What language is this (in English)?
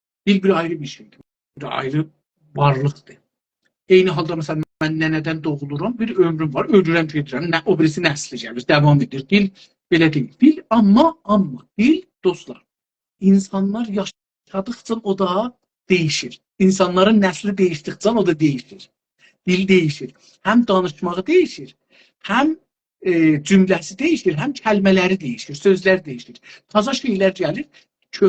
South Azerbaijani